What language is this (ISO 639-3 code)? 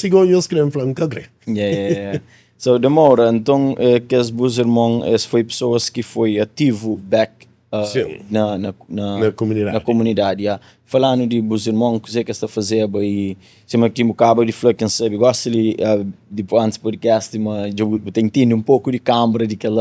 kea